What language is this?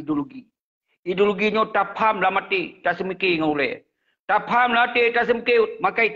Achinese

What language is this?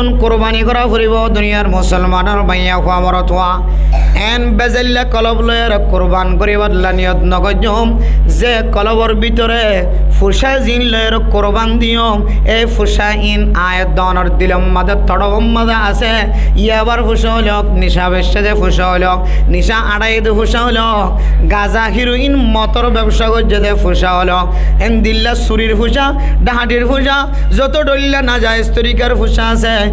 Rohingya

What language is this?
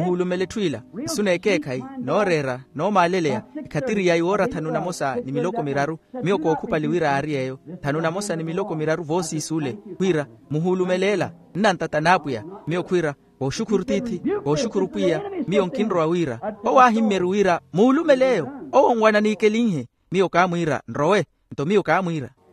Makhuwa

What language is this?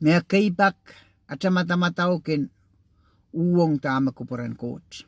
Pohnpeian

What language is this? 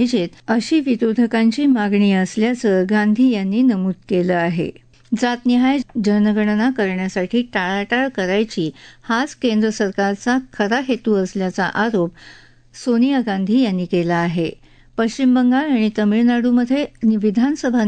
Marathi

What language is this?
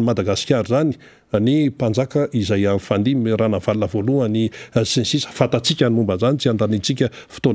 Malagasy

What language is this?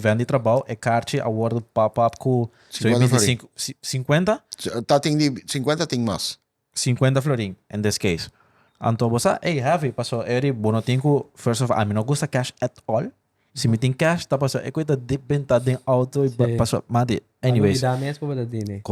Papiamento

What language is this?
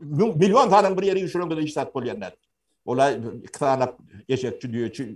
Turkmen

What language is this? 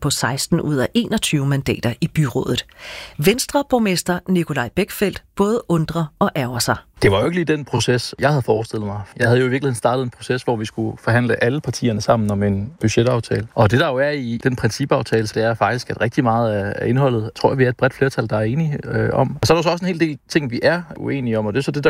Danish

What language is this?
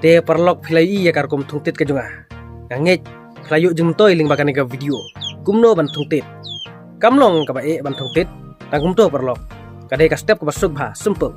Khasi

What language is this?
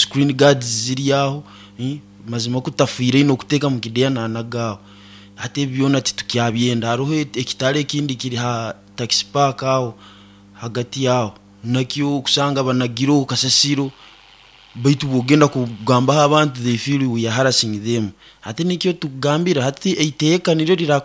Nyoro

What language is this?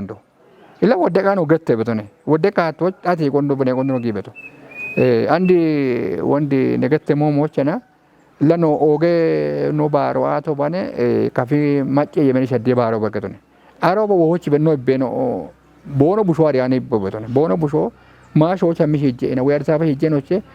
Kafa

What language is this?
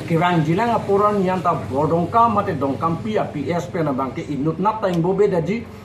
Karbi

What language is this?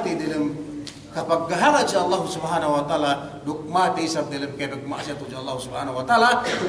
Yakan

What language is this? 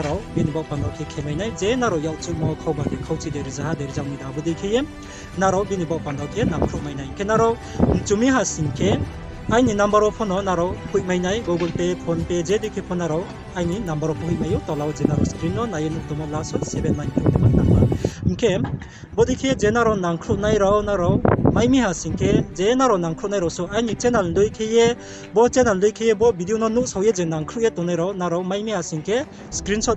Riang (India)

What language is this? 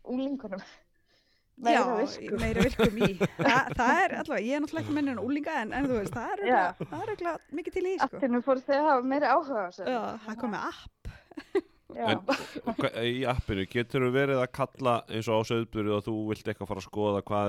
Icelandic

